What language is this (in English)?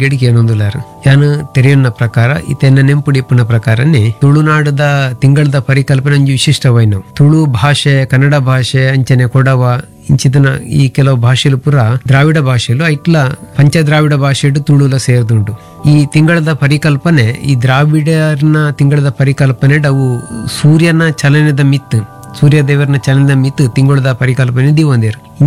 Tulu